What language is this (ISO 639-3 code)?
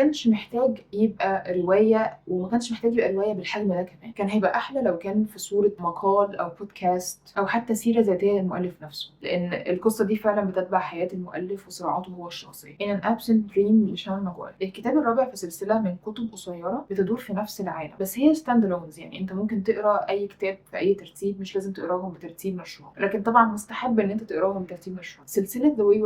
arz